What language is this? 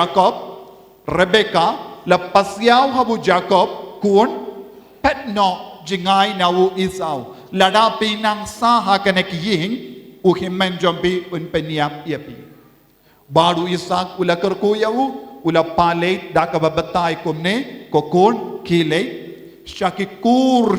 Khasi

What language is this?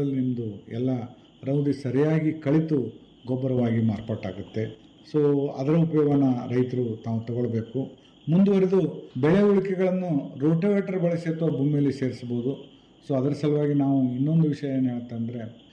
Kannada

